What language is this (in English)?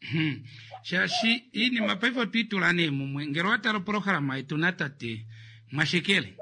Kuanyama